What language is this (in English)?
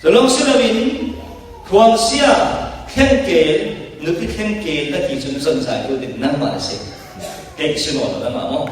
Falam Chin